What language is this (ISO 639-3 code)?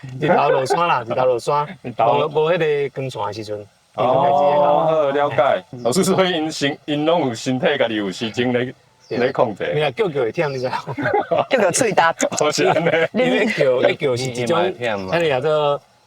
nan